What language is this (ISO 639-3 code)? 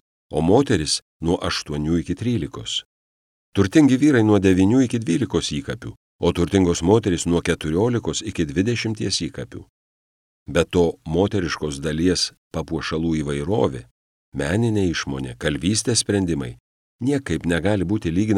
lit